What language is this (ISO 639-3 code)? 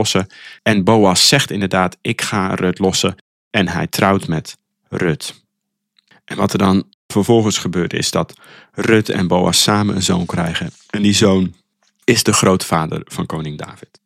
nld